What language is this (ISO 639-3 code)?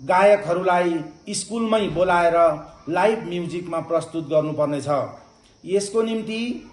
nep